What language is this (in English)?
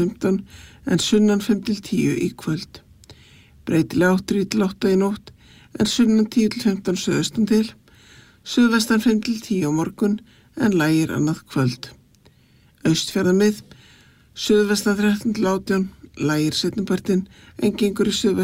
Icelandic